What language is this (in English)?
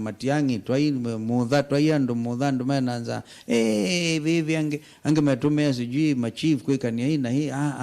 Kamba